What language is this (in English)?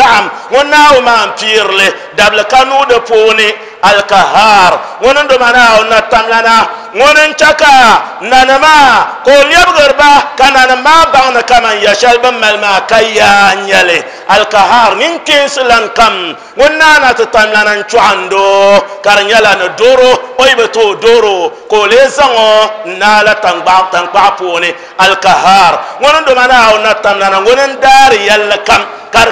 Dagbani